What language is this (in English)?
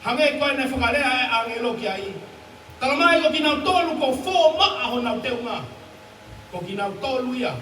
Tongan